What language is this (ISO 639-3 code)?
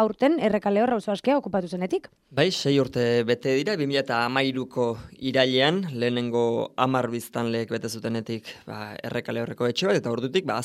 eus